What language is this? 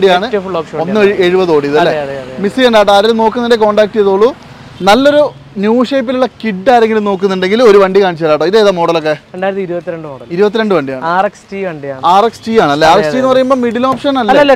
Malayalam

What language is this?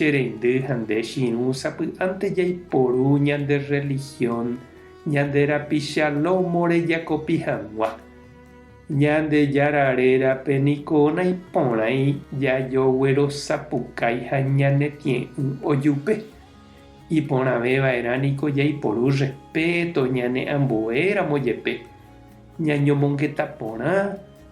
Guarani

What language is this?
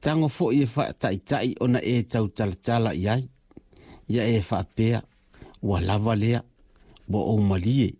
Samoan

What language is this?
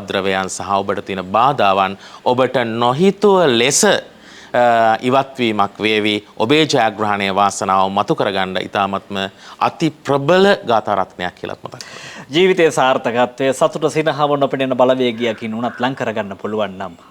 Sinhala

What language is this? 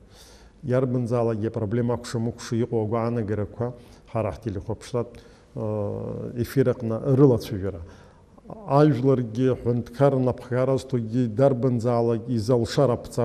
Abkhazian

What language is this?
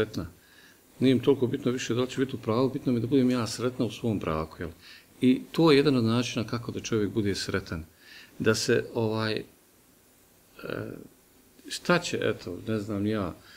Bosnian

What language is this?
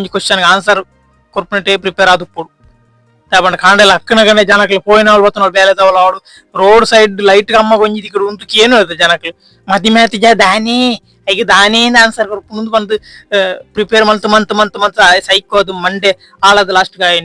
Tulu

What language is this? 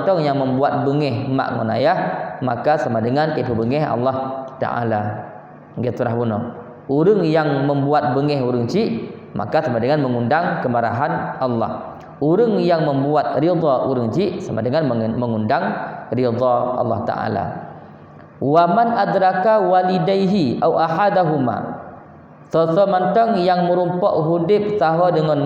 Achinese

